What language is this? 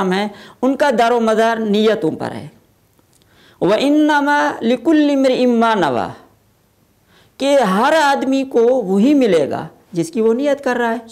Urdu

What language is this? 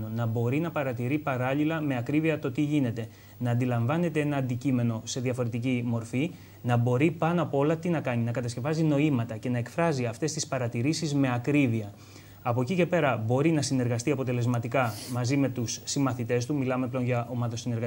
Greek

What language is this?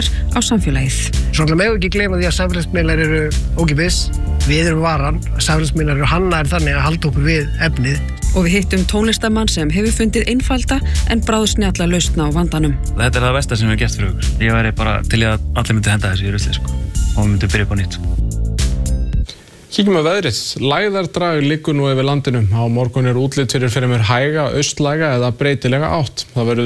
Icelandic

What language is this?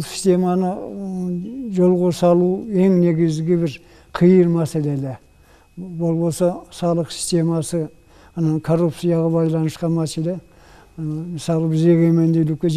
Kyrgyz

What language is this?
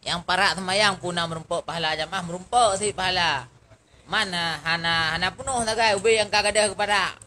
Achinese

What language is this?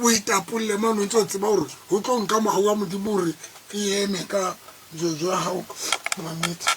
Tswana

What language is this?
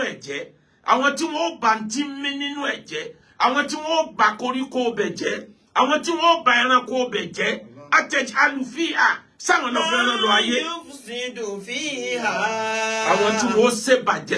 Yoruba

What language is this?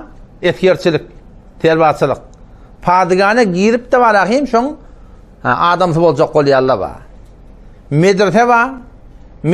Turkmen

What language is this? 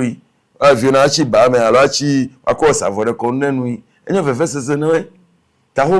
Ewe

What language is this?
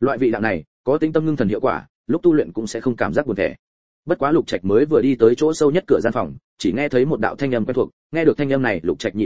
Vietnamese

